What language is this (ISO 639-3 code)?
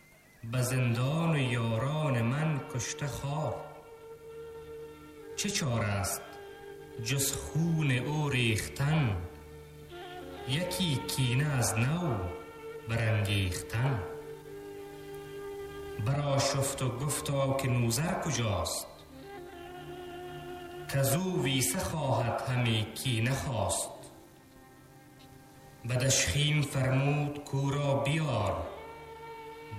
tgk